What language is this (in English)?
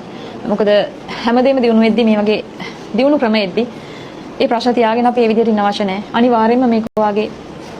Sinhala